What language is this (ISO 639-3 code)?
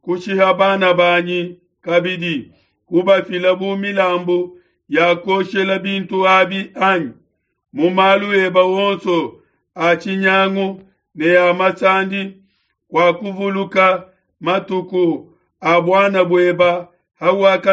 lua